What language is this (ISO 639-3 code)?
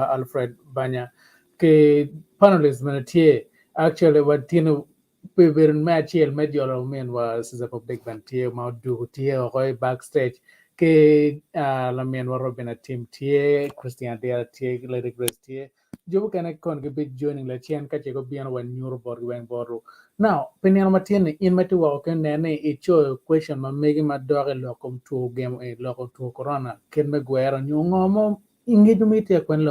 ach